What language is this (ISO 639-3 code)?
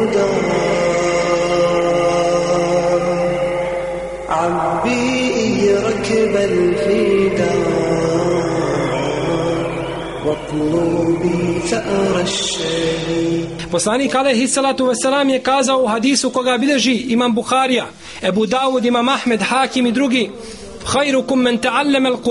bos